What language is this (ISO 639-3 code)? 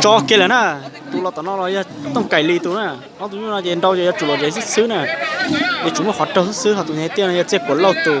hmn